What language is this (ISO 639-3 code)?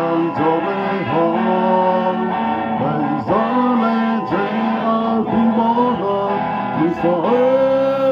ahk